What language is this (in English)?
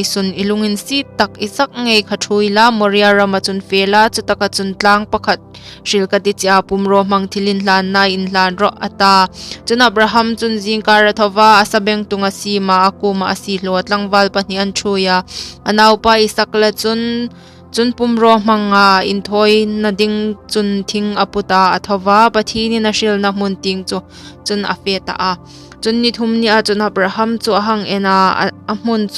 Hmar